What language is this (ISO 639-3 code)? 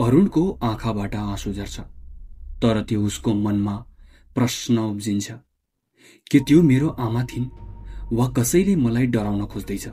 nep